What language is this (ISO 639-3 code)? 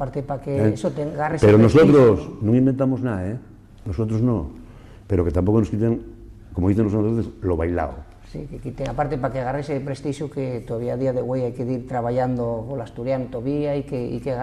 ast